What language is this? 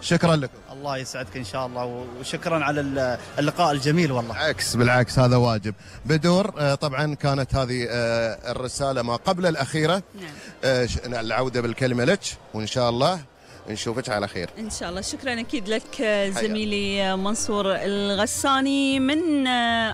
Gulf Arabic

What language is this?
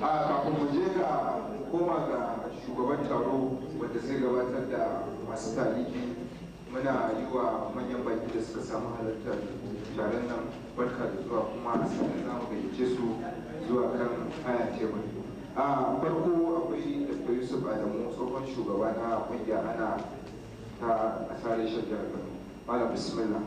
Hausa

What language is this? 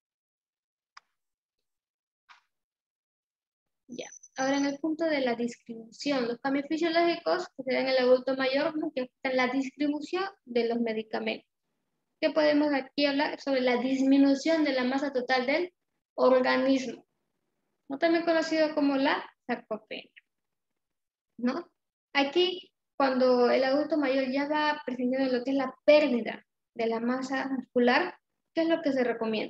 Spanish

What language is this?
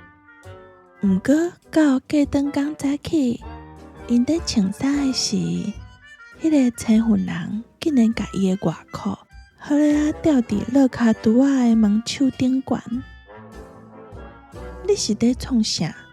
Min Nan Chinese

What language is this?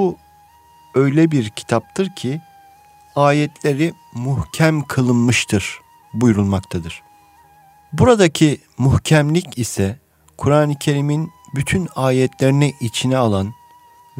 Turkish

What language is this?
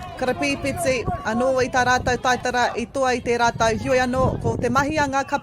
Māori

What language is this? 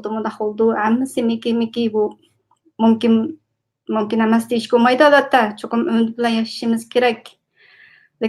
Uyghur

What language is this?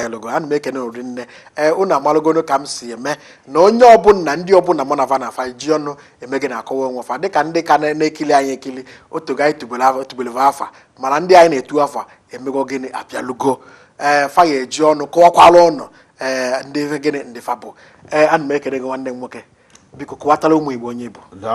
Igbo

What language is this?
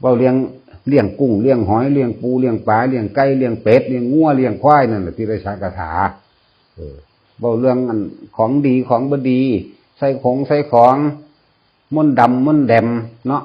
Northeastern Thai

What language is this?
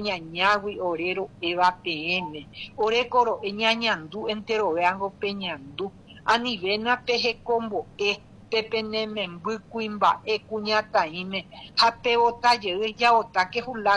Guarani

